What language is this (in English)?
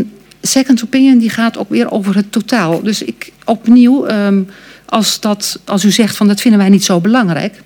Dutch